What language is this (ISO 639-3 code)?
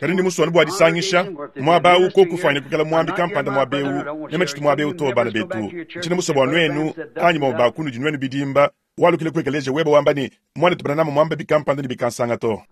lua